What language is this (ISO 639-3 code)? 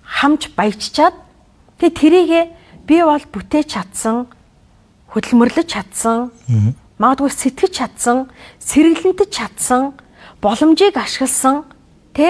mon